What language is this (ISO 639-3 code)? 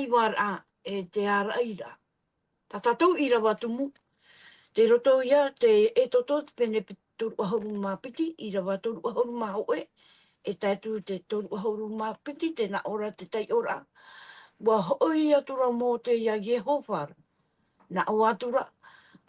tah